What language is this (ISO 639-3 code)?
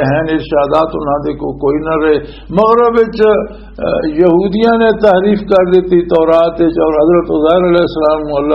lah